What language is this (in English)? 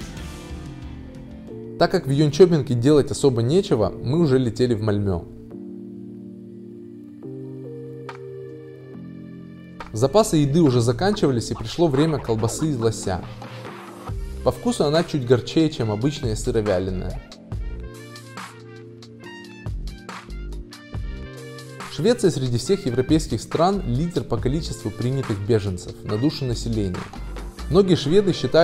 Russian